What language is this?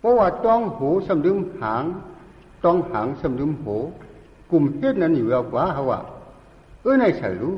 Shan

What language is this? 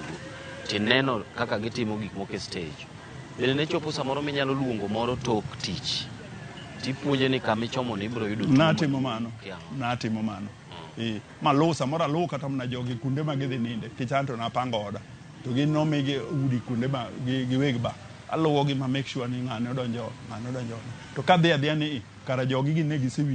Luo (Kenya and Tanzania)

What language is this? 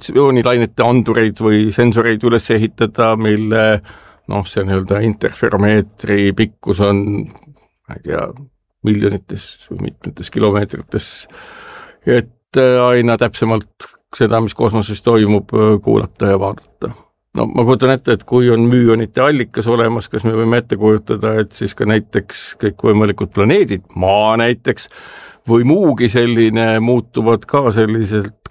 Estonian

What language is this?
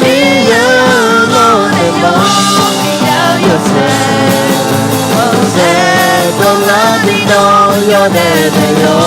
Akha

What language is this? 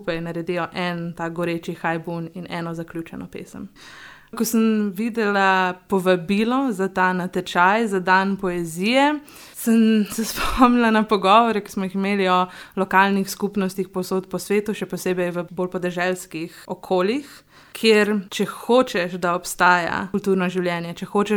Slovenian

